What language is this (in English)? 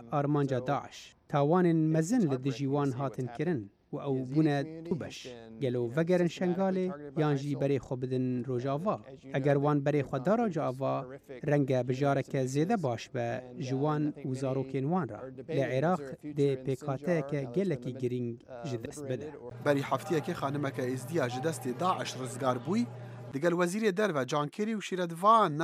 Central Kurdish